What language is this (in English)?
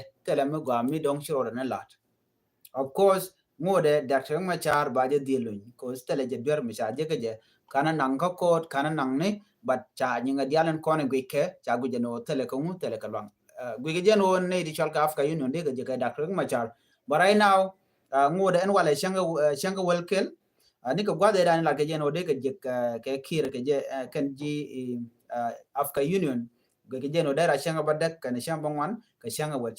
Nuer